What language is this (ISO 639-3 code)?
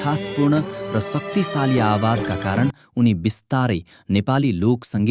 nep